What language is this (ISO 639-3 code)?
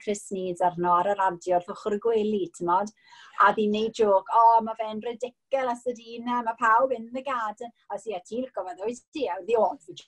cym